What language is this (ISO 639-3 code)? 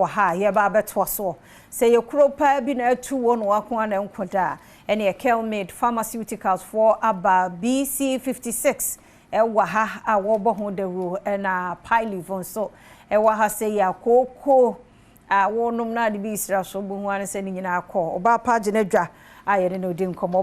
aka